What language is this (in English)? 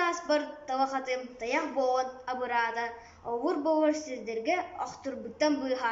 Yakut